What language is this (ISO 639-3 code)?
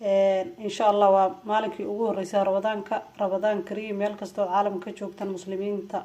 som